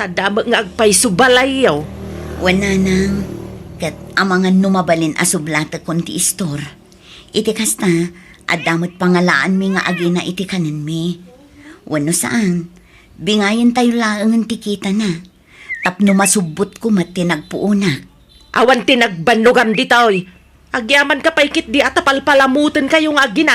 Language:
Iloko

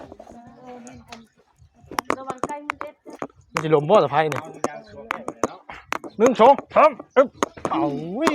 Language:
Northeastern Thai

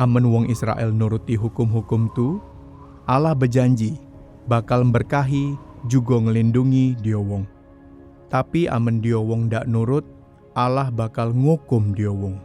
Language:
Musi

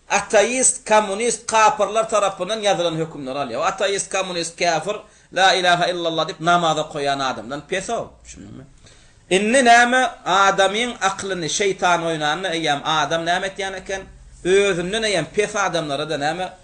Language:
Turkmen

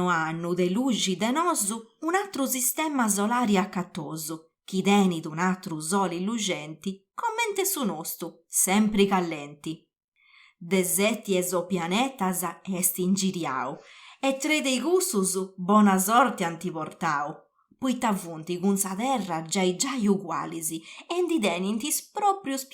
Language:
Sardinian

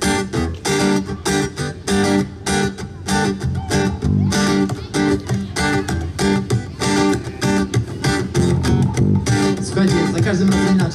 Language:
Polish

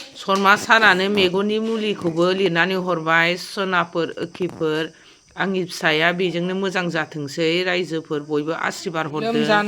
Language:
Bodo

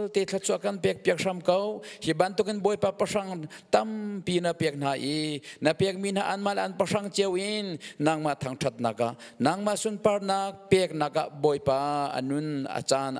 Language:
Hakha Chin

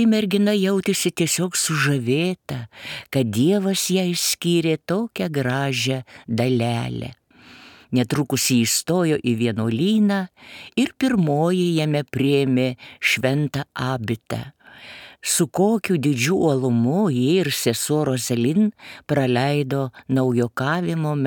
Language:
Lithuanian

